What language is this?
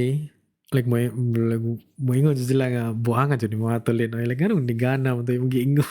Cebuano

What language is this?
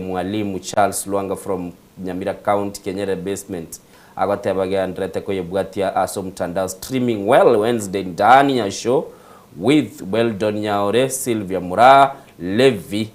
Gusii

